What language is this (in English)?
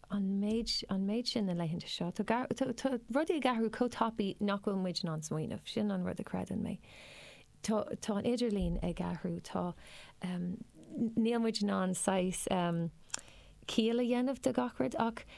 Irish